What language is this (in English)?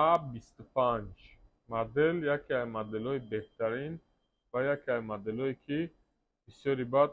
Tajik